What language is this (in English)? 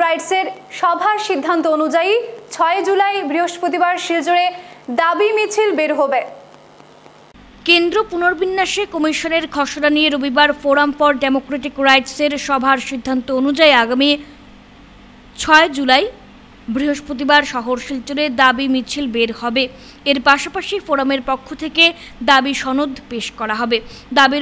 Bangla